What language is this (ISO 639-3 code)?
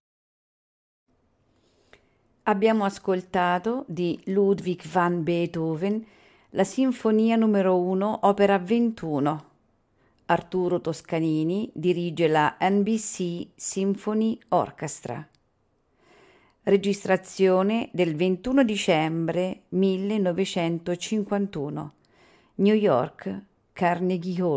ita